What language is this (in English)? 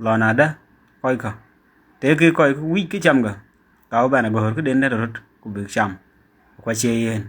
Dinka